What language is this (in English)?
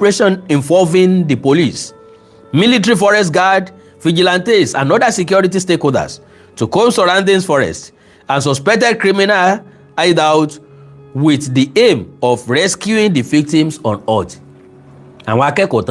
Yoruba